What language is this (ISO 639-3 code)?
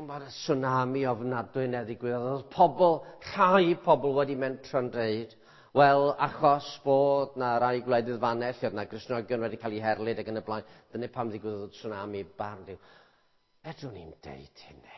cym